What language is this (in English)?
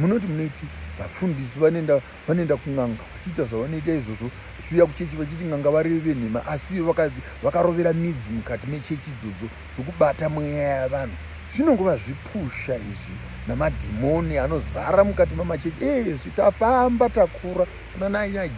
Shona